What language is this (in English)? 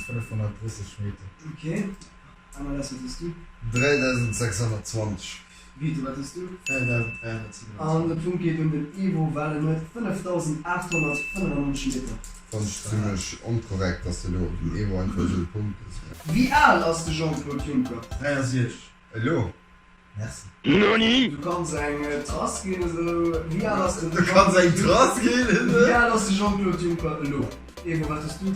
Luxembourgish